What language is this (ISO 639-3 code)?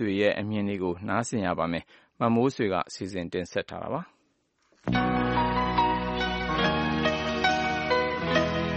mya